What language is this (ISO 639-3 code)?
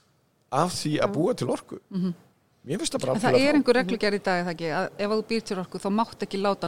isl